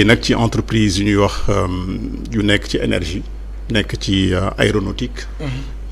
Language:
Wolof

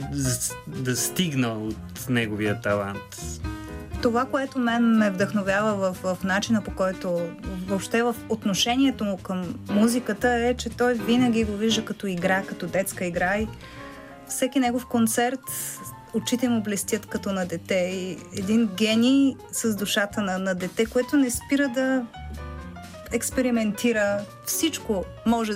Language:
Bulgarian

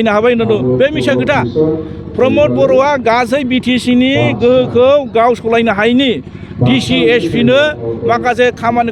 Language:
Bodo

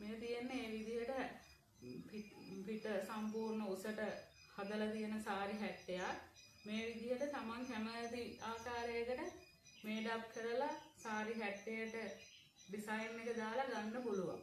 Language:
Sinhala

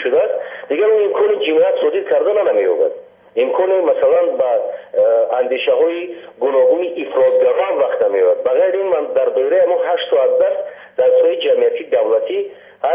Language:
Persian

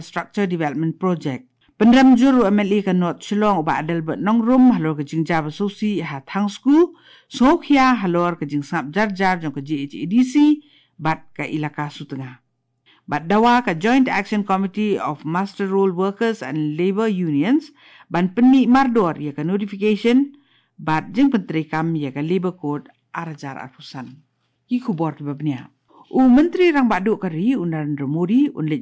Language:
Khasi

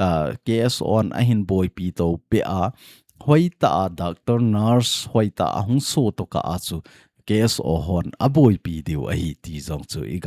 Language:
Thado Chin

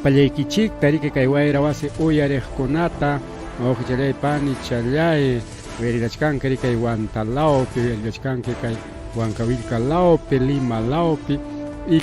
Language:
Ayacucho Quechua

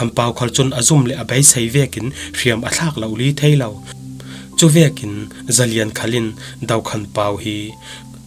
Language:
Falam Chin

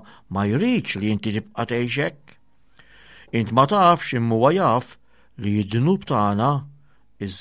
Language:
Maltese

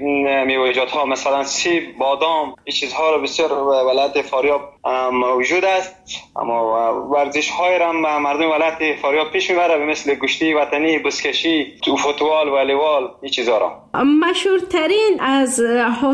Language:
Persian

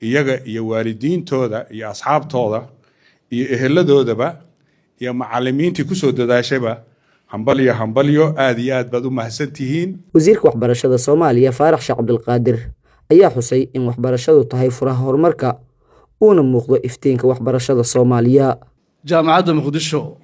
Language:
Somali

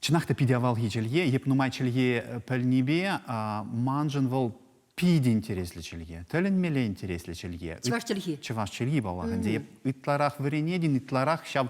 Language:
Chuvash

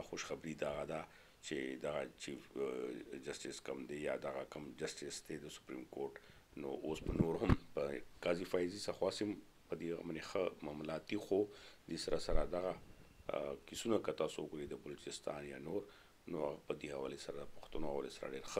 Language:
Pashto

